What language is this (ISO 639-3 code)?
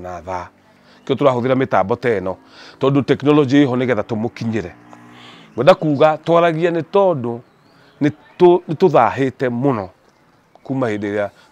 kik